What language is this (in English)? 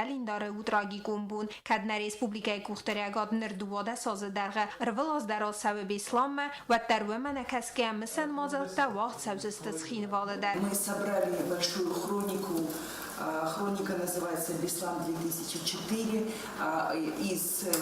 Ossetic